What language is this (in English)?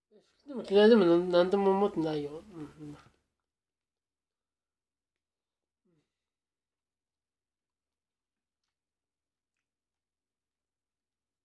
Japanese